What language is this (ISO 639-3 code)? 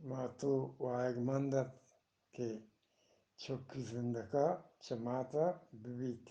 bgp